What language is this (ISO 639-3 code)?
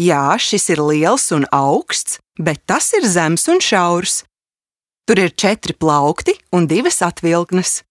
lav